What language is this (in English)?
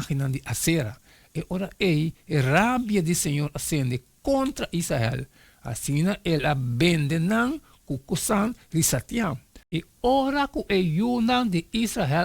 Papiamento